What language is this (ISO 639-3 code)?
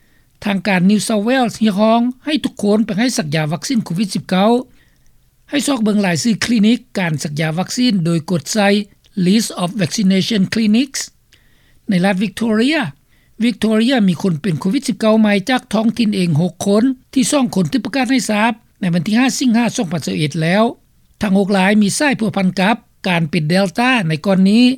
lao